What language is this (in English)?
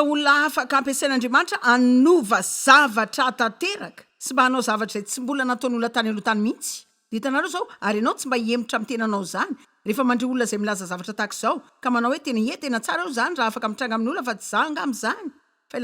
Malagasy